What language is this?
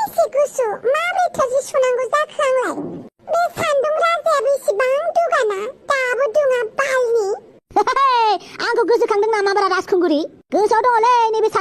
Bodo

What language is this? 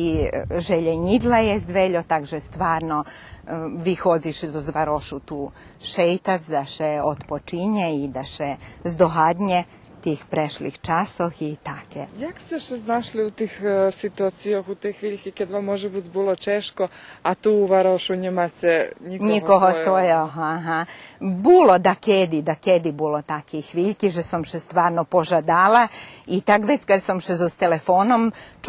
Rusyn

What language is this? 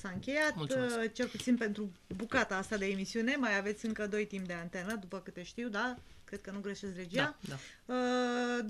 Romanian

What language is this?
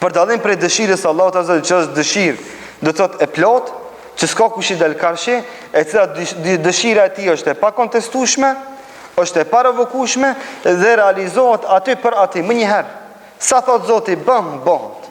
Albanian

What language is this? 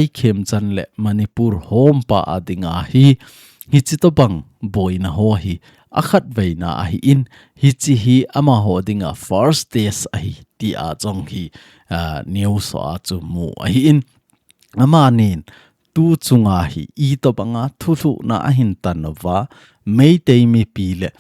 Thado Chin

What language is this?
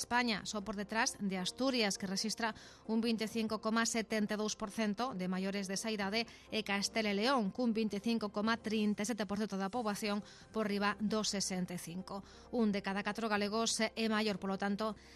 Galician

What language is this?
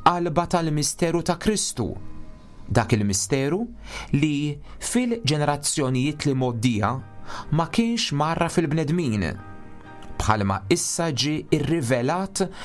Maltese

